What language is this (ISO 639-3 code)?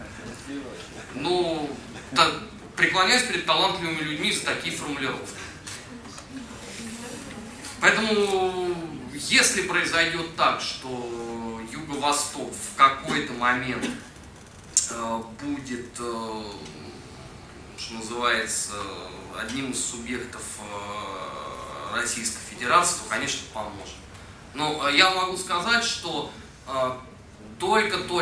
rus